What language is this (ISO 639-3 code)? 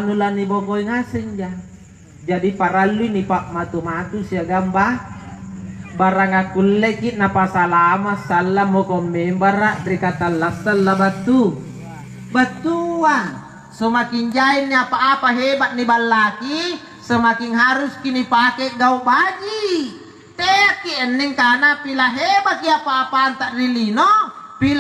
mak